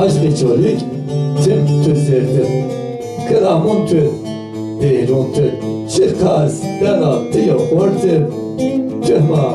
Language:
Zaza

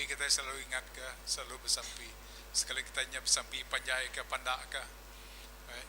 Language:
Iban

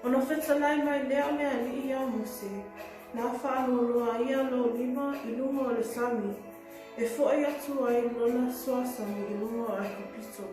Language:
Samoan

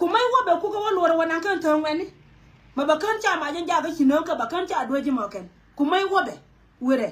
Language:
Nuer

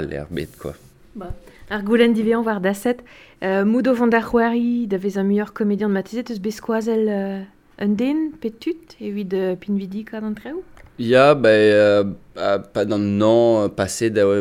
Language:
Breton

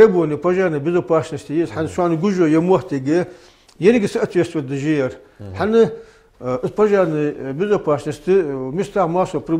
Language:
Ingush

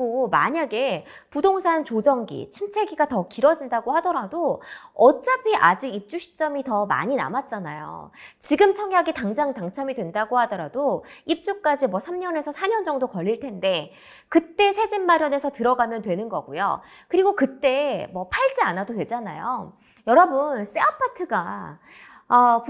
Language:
Korean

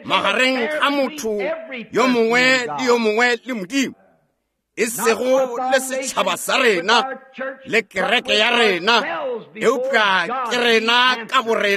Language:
Northern Sotho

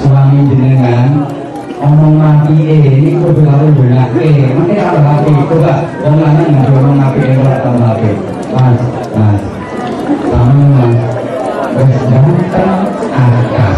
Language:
Javanese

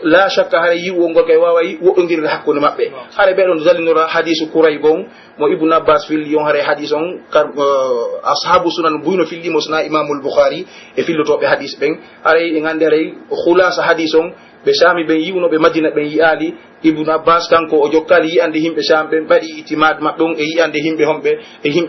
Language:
Pular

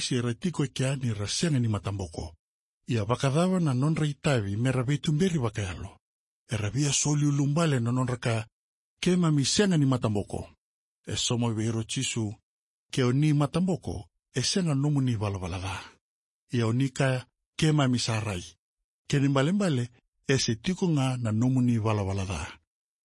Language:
Fijian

